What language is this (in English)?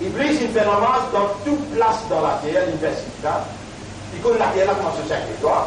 Morisyen